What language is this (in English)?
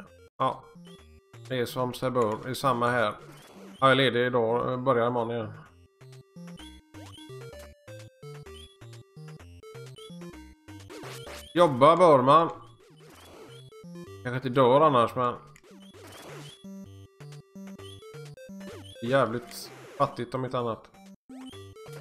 Swedish